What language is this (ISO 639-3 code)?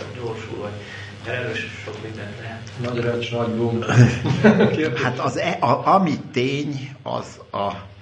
hun